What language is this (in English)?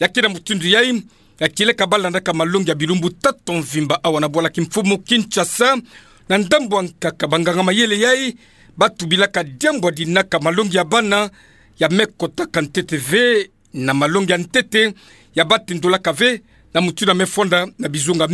Kituba (Democratic Republic of Congo)